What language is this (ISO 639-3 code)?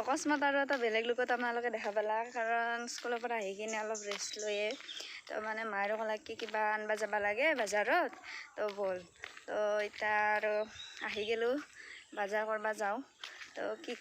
asm